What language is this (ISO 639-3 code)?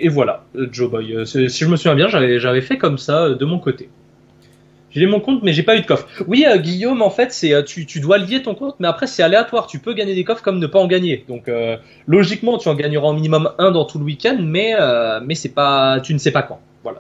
fra